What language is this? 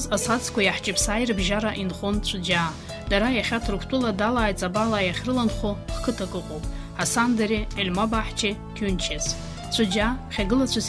Abkhazian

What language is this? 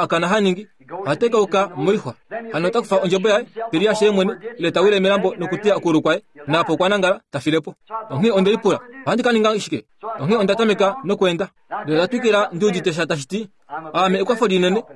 Kuanyama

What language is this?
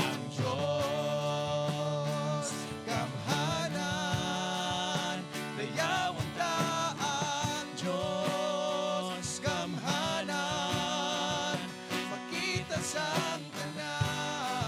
Hiligaynon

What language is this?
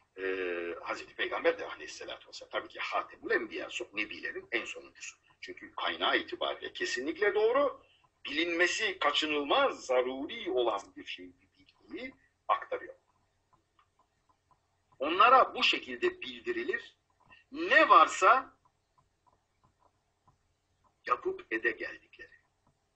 Turkish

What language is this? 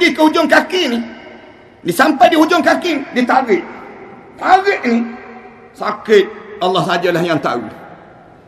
Malay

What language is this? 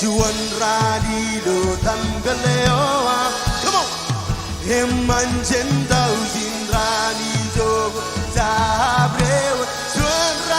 Marshallese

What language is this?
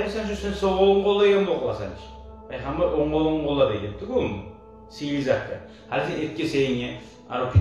Kumyk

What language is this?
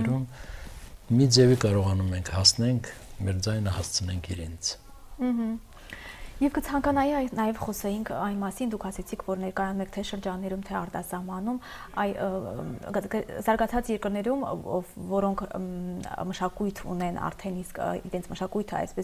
Armenian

